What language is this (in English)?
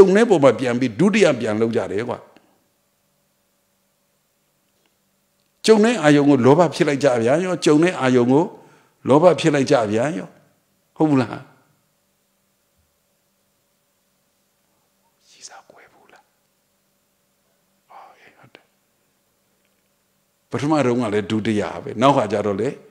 Burmese